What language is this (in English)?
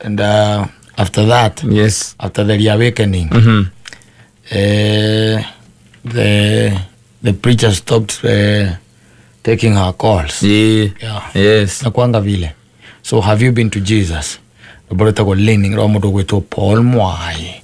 Kikuyu